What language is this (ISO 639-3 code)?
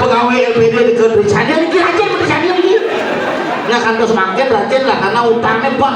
ban